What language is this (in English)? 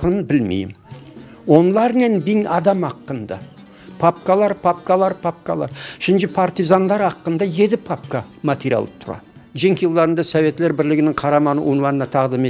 Crimean Tatar